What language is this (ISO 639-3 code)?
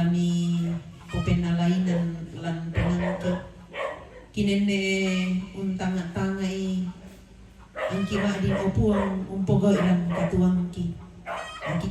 sda